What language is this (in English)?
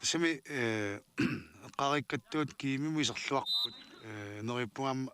Kalaallisut